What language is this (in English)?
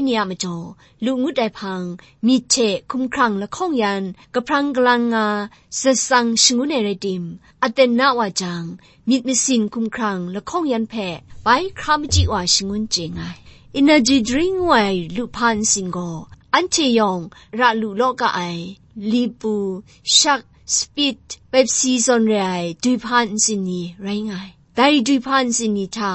Kachin